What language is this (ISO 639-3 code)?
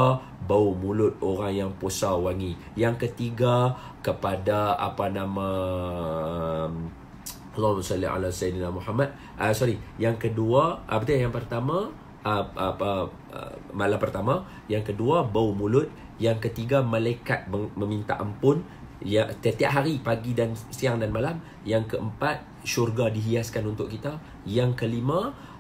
msa